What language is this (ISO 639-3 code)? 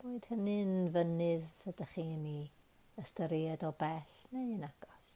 cym